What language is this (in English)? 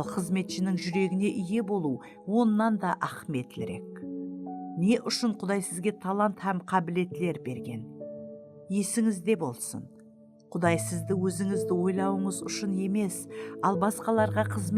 Kara-Kalpak